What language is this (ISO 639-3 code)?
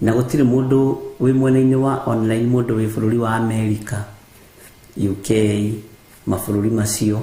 kik